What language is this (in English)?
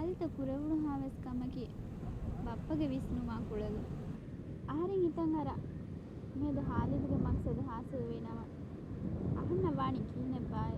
Divehi